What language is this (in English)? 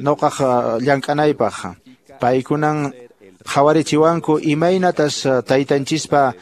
Quechua